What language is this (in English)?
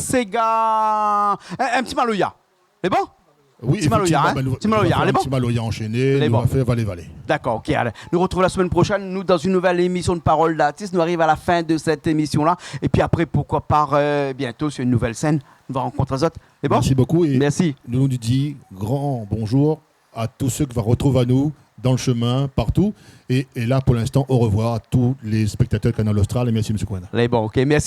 Réunion Creole French